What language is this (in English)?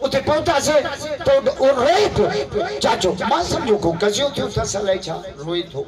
Sindhi